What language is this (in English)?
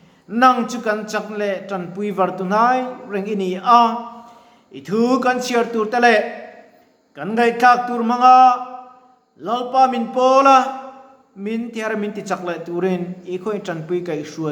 Mizo